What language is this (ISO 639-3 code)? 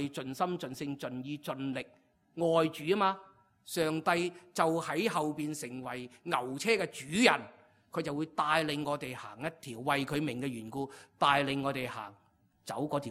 yue